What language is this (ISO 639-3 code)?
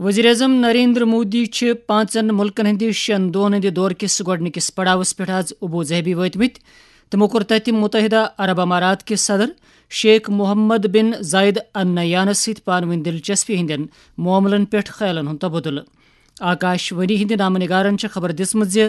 kas